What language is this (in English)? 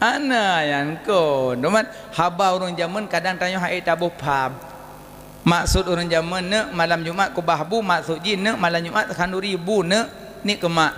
Achinese